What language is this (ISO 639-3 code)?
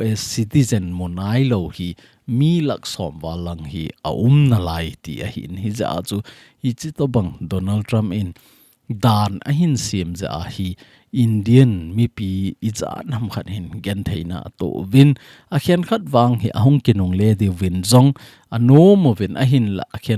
tcz